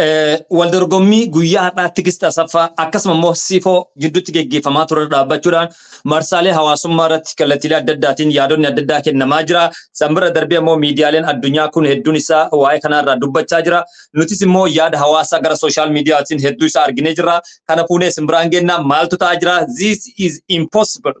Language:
Oromo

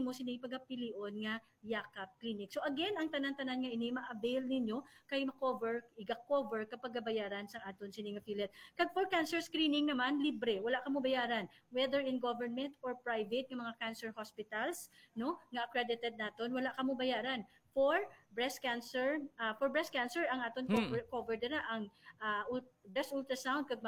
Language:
Hiligaynon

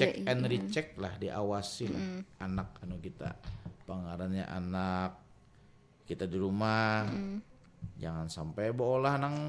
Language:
Banjar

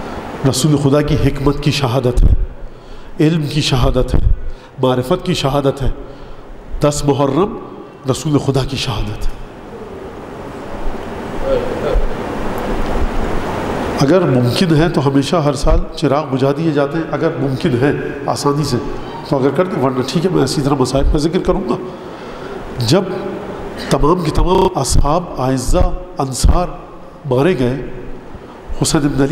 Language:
Urdu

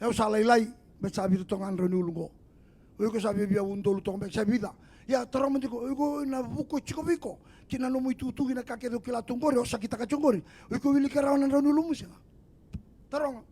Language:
Fijian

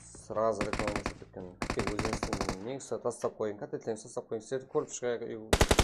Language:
Kara-Kalpak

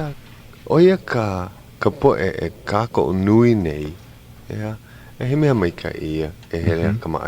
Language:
Hawaiian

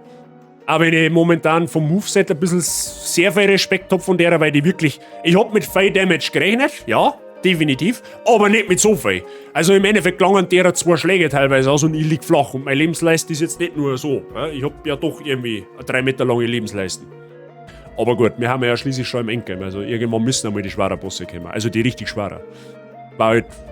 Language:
Bavarian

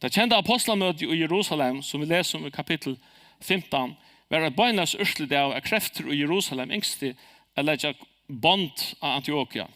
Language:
Faroese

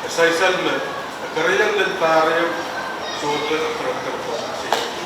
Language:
Pohnpeian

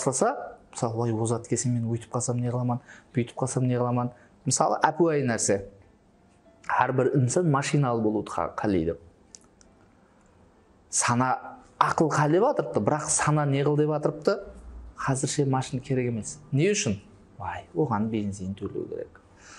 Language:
Kara-Kalpak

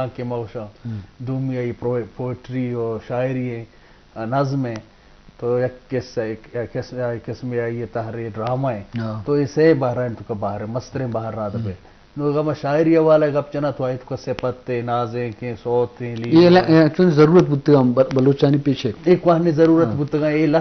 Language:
Eastern Balochi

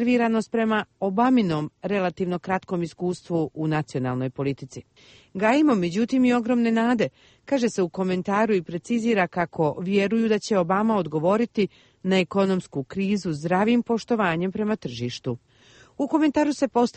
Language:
Bosnian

